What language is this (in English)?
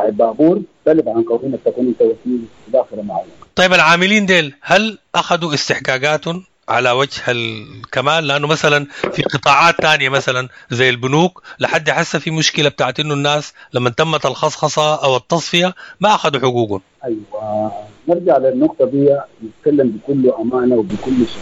Sudanese Arabic